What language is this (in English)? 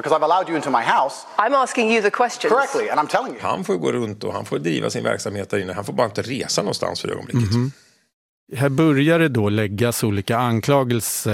Swedish